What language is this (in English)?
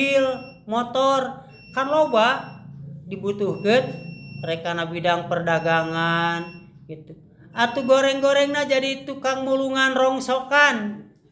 Sundanese